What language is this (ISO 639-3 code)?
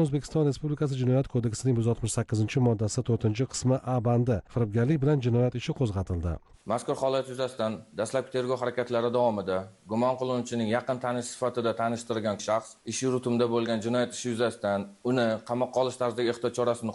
uzb